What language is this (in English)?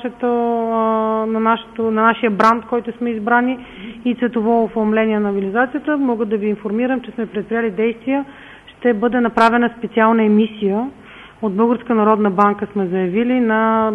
Bulgarian